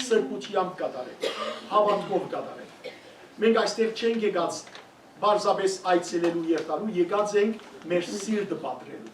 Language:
Western Armenian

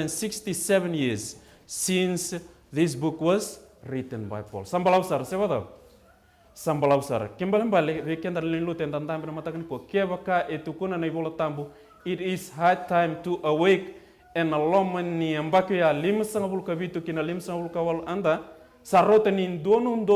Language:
Fijian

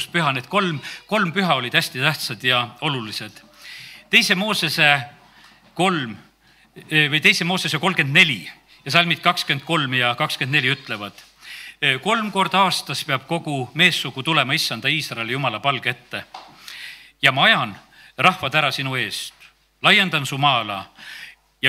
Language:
Estonian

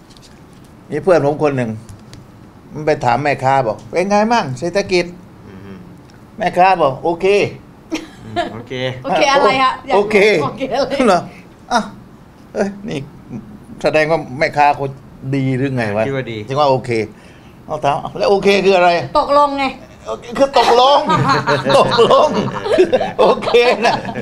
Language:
Thai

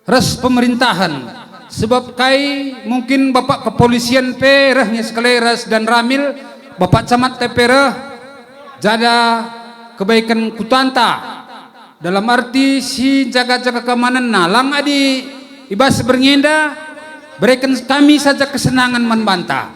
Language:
Batak Karo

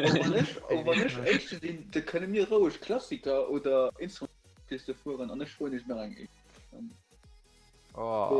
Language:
Luxembourgish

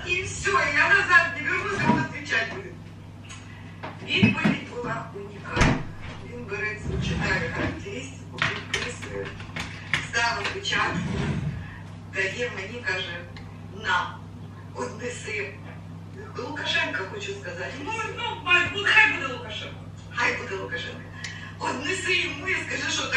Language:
Ukrainian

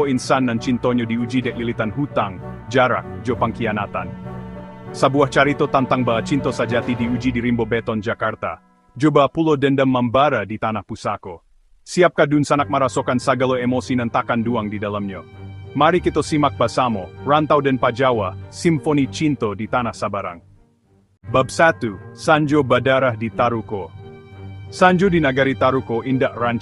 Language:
Minangkabau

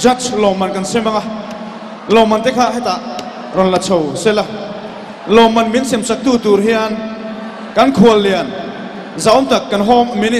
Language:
Mizo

